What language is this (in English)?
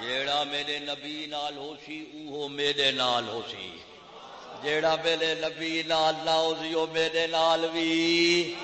Saraiki